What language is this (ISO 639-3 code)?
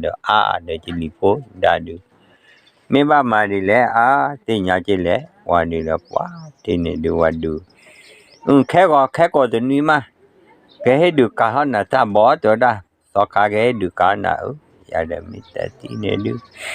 ksw